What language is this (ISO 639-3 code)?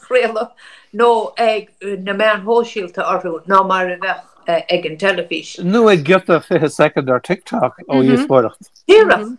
gle